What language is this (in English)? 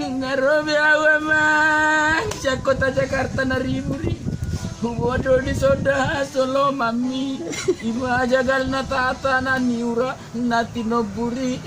Batak Toba